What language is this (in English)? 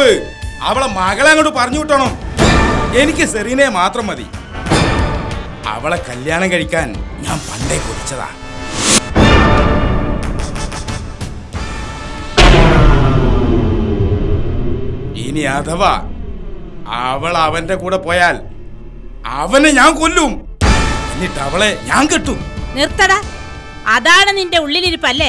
Malayalam